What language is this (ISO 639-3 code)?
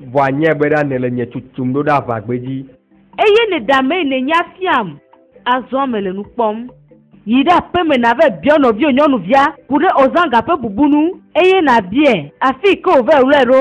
ewe